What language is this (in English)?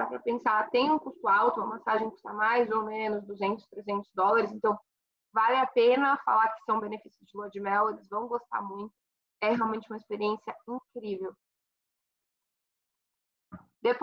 Portuguese